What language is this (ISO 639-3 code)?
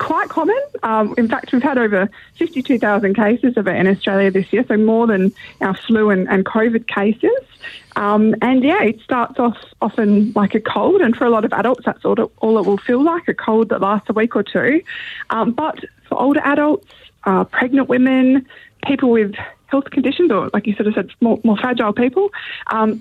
eng